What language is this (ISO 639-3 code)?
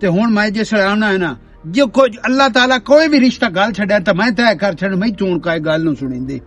lah